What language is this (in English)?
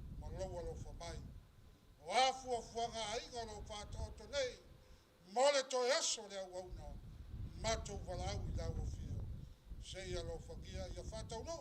Samoan